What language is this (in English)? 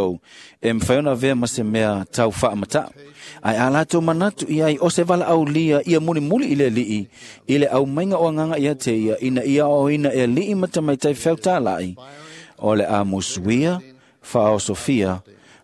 Samoan